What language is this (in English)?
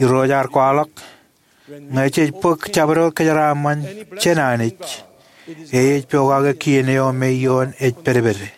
Marshallese